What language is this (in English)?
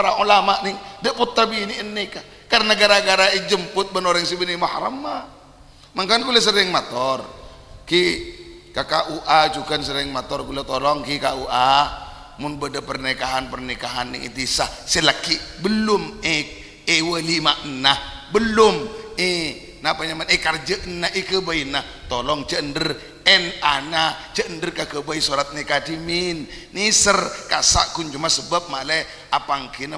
Madurese